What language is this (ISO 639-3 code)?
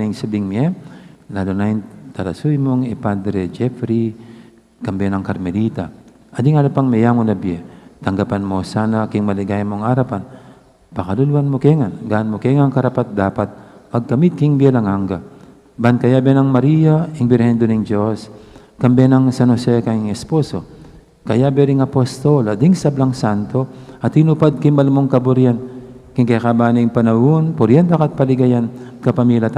pam